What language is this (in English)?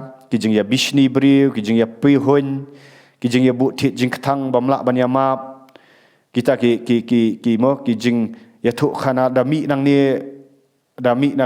Khasi